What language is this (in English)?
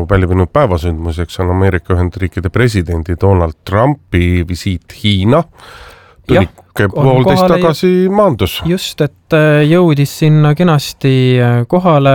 Estonian